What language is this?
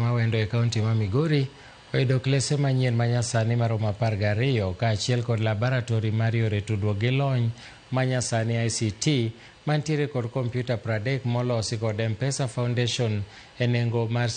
Luo (Kenya and Tanzania)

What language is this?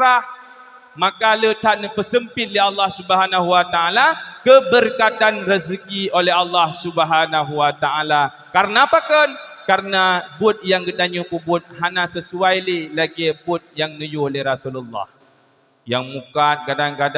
Achinese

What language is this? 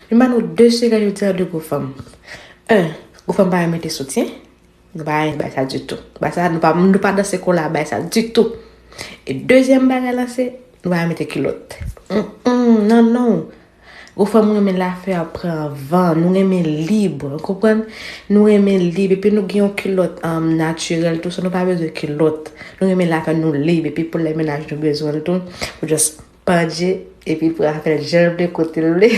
Haitian Creole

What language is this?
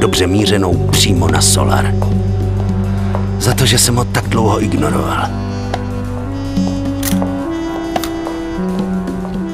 Czech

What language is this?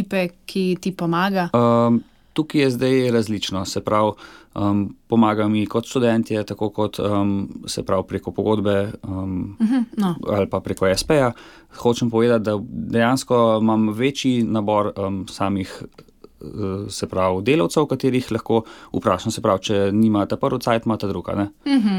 Slovenian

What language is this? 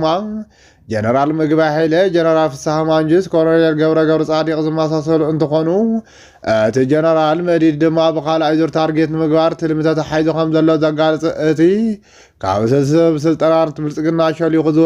Tigrinya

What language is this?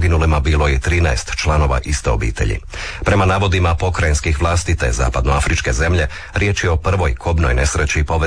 Croatian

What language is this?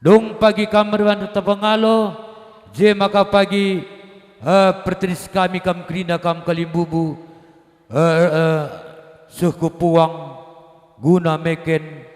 Batak Karo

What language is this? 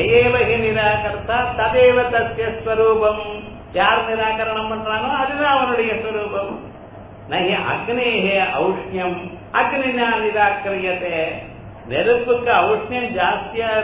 Tamil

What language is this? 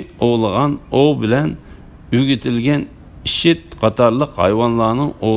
Uyghur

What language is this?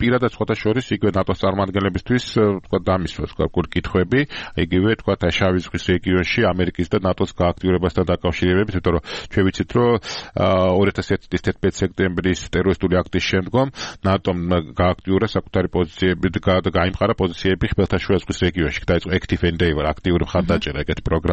Georgian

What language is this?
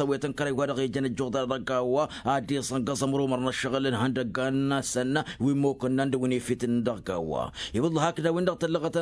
Tamasheq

